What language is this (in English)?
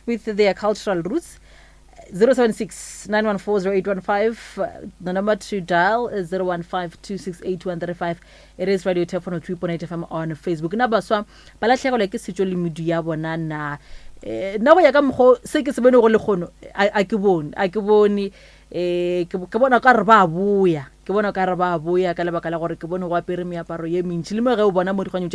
Northern Sotho